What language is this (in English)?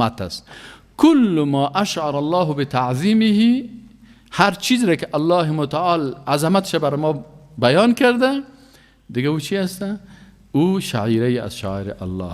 Persian